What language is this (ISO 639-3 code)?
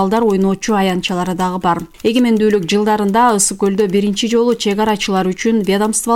kir